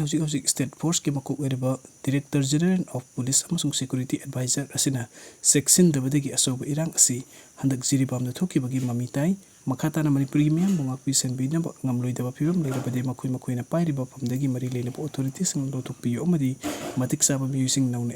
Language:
Manipuri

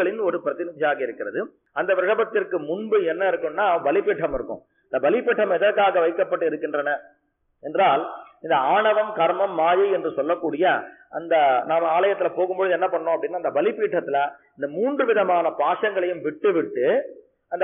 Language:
Tamil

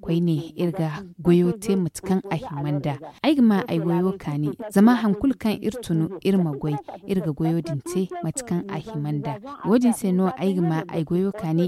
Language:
Zarma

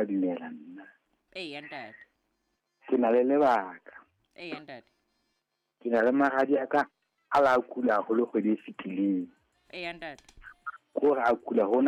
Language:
Southern Sotho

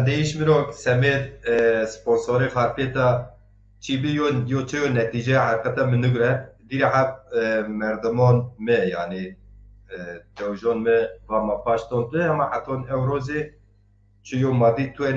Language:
Zaza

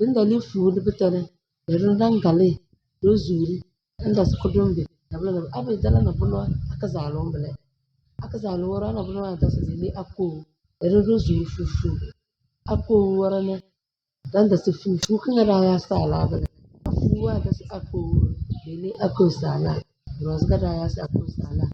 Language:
Tem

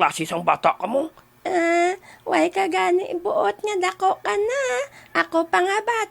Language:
Hiligaynon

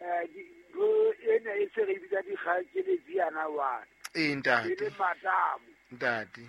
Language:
Southern Sotho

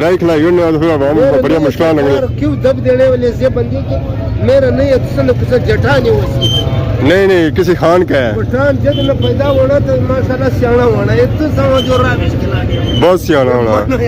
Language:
Pahari-Potwari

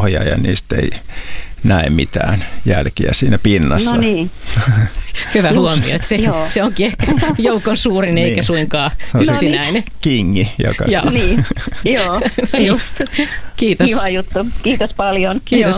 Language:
Finnish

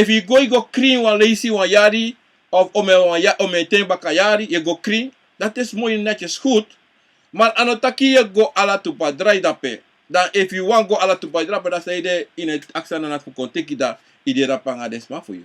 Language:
Sranan Tongo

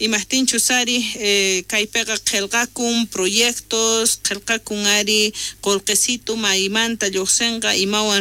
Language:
South Bolivian Quechua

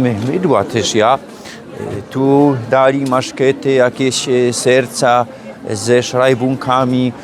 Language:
Silesian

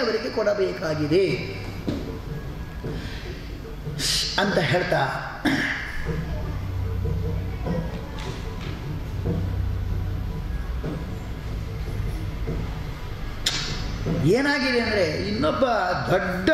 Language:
Kannada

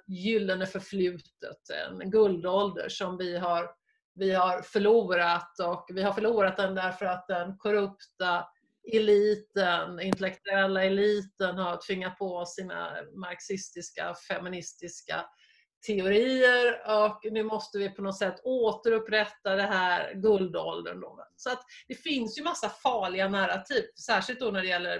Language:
Swedish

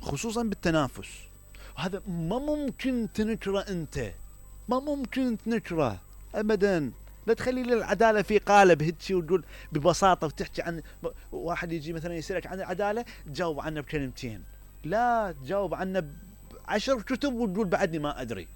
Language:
Mesopotamian Arabic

